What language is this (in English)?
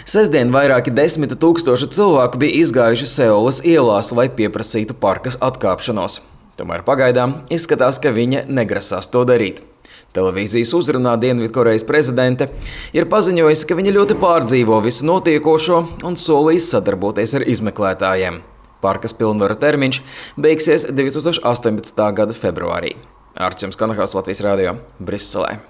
Latvian